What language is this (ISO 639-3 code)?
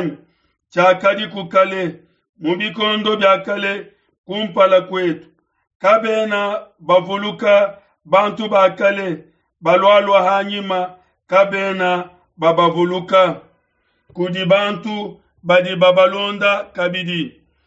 lua